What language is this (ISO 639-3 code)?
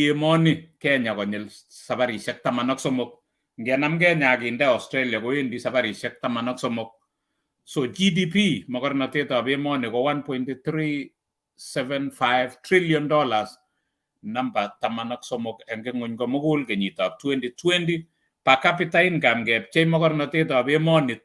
kln